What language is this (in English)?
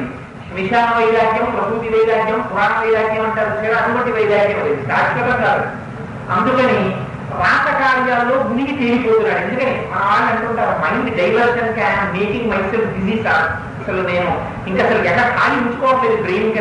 Telugu